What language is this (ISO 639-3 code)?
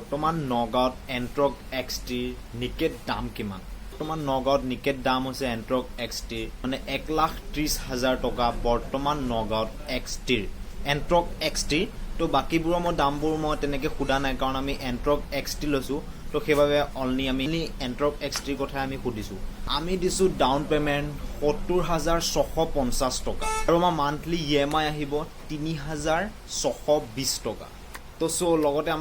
asm